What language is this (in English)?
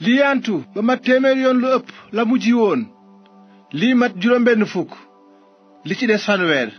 Wolof